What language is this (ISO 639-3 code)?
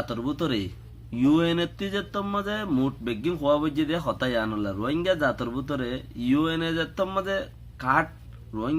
rhg